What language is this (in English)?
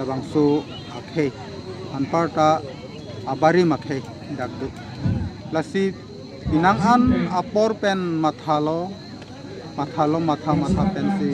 Karbi